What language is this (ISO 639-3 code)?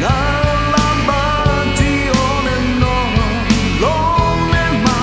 ahk